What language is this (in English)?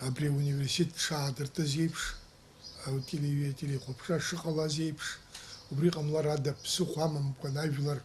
Abkhazian